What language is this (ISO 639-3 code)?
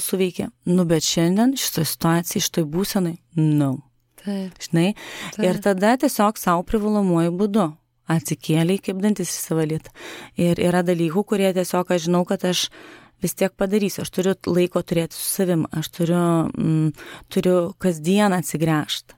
lit